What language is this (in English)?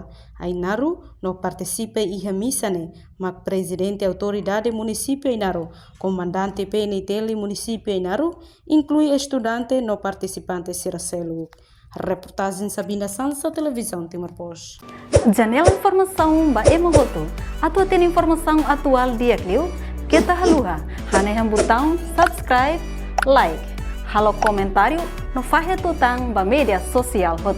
Tetum